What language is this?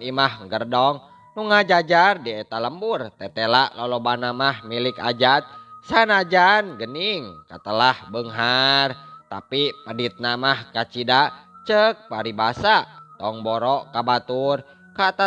Sundanese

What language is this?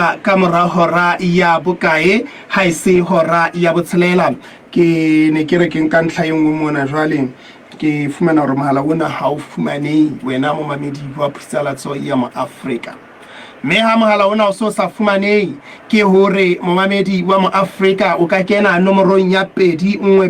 Southern Sotho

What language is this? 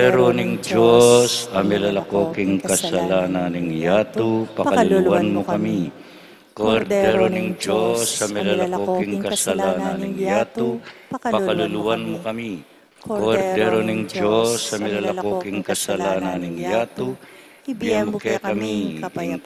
Pampanga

